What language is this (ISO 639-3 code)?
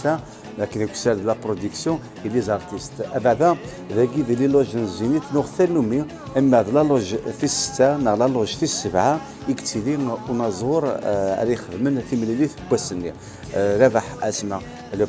kab